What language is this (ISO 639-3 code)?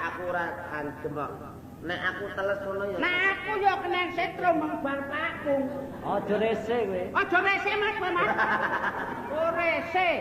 jav